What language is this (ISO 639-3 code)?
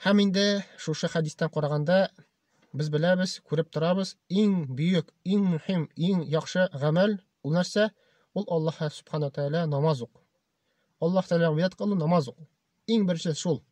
tat